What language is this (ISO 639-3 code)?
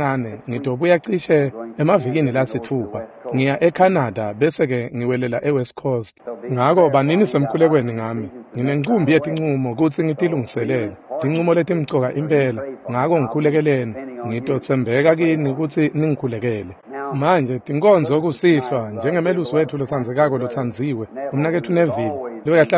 ssw